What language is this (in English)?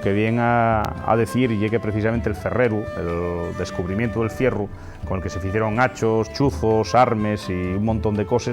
Asturian